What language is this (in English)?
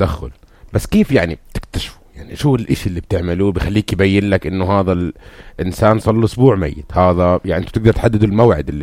North Levantine Arabic